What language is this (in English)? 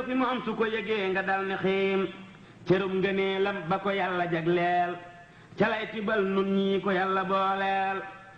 Wolof